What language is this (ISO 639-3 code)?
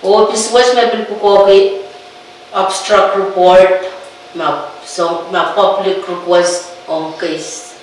pon